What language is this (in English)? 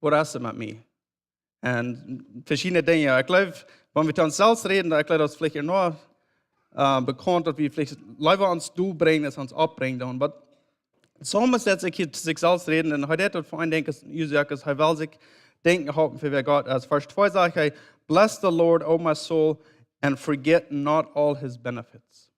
Plautdietsch